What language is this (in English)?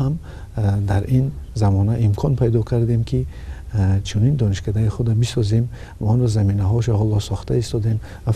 Tajik